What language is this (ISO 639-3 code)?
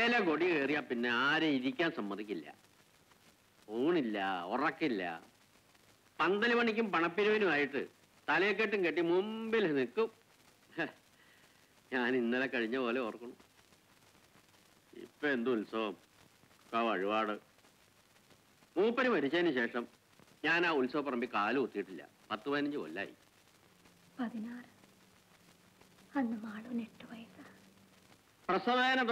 mal